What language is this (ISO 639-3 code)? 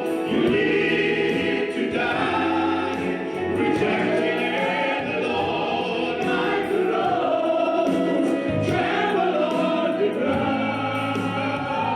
fij